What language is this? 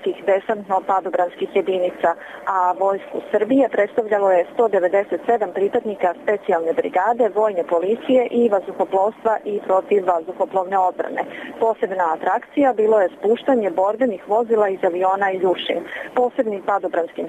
Serbian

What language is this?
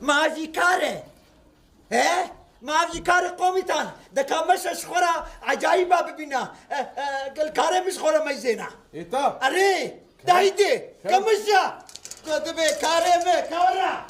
Kurdish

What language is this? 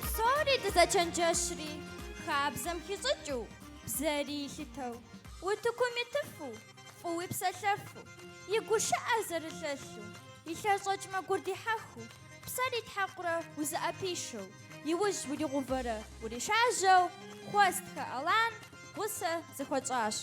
Kabardian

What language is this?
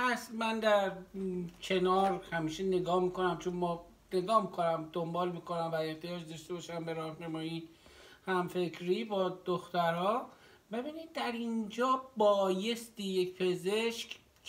Persian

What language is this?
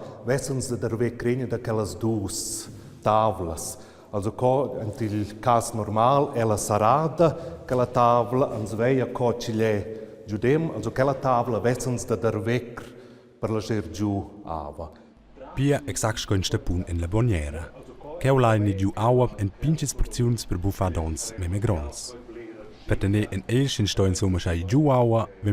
Romansh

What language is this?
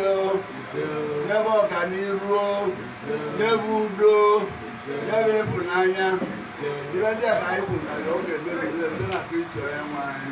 Igbo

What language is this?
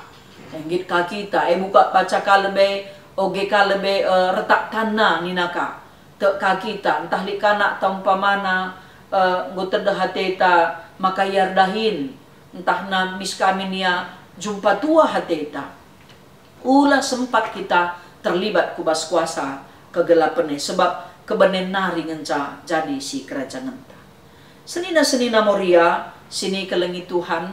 Batak Karo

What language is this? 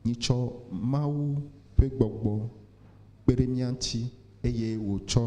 Ewe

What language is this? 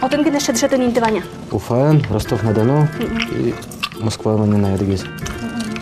Udmurt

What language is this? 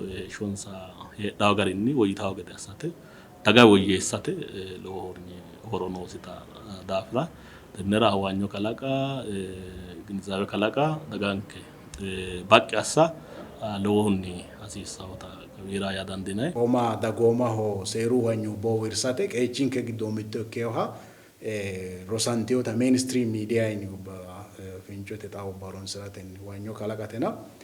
Sidamo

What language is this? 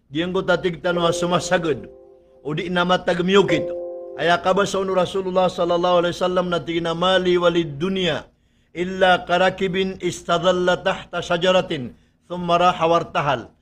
Maranao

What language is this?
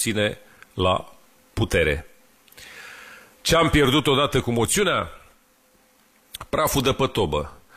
Romanian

